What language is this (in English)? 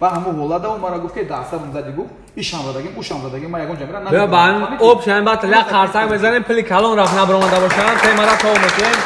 Tajik